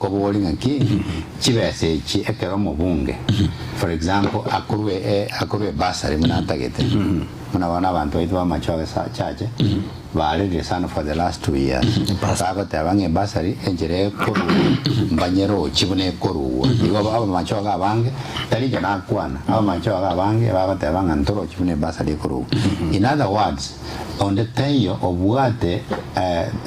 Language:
Gusii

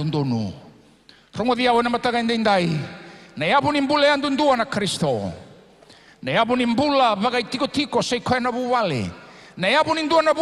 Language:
Fijian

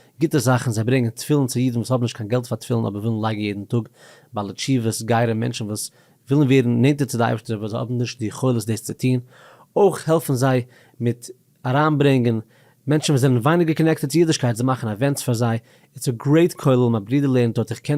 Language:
Yiddish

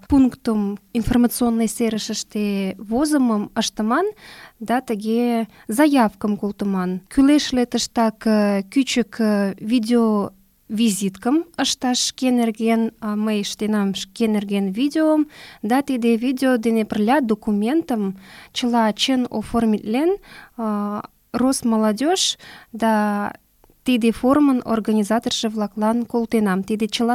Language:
Mari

